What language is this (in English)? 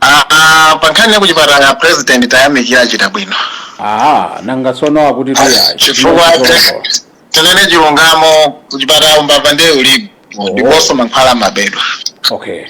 Nyanja